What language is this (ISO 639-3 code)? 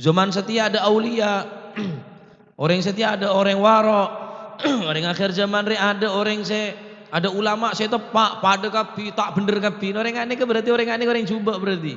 mad